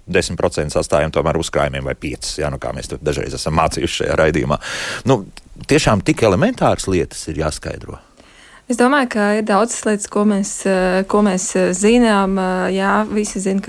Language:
Latvian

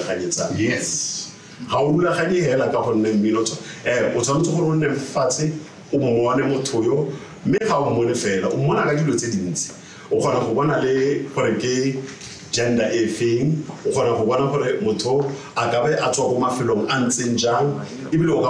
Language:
Tswana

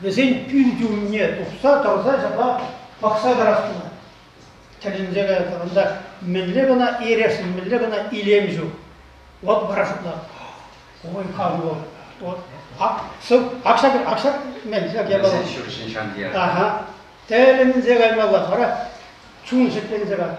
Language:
Chuvash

